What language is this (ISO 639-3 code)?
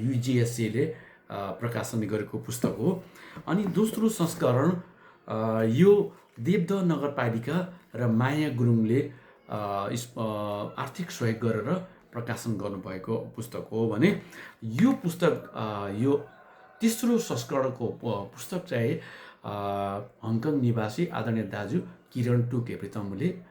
nep